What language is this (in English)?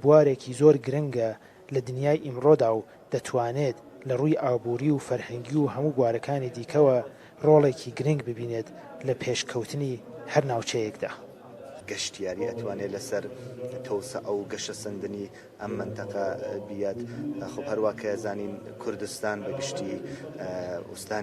Central Kurdish